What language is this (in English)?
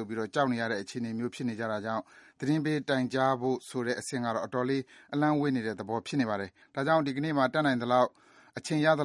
Burmese